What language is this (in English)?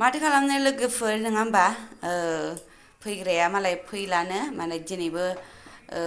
Bodo